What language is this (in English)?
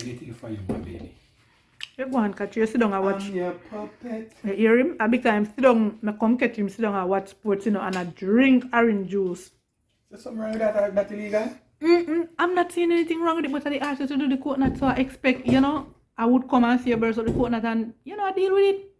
Jamaican Creole English